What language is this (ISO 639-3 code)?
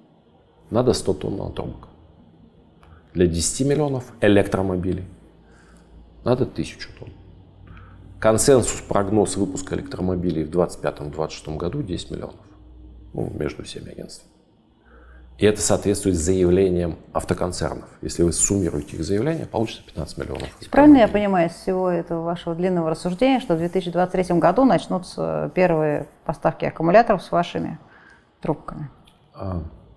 rus